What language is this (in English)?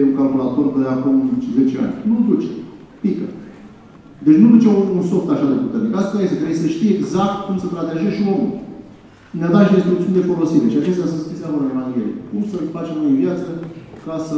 Romanian